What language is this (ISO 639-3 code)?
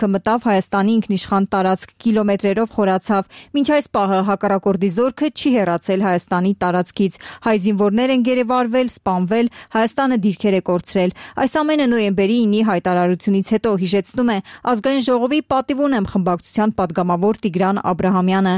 hye